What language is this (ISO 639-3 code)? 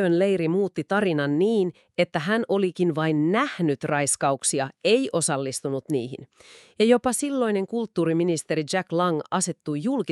fin